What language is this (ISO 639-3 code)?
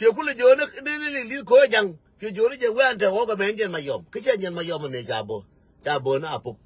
nus